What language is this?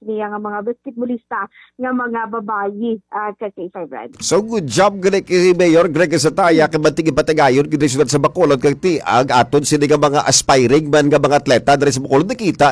Hiligaynon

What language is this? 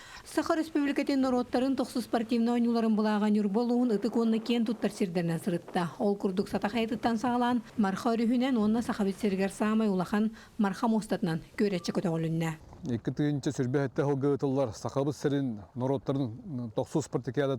Yakut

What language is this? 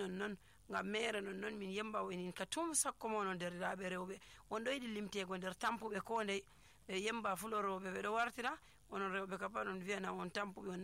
Nigerian Fulfulde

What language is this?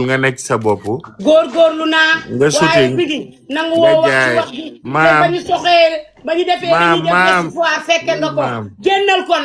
Wolof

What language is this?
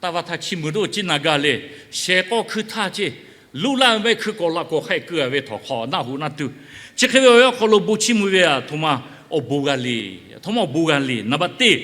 Lahu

